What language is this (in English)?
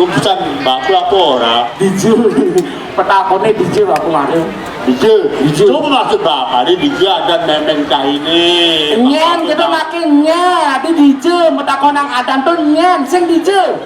Balinese